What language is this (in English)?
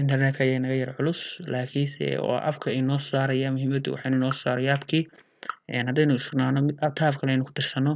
Somali